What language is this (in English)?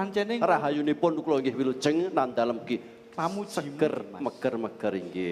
Javanese